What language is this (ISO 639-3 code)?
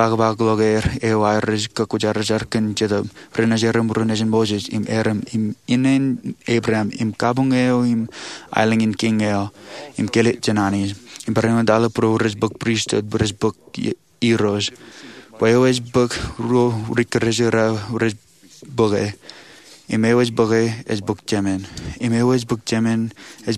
mah